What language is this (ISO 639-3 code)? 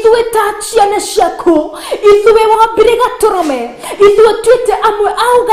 kik